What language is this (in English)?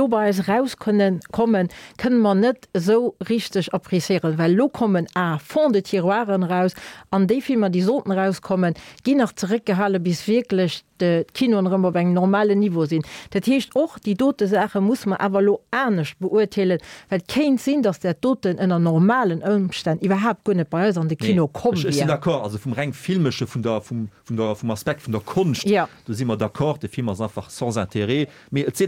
Luxembourgish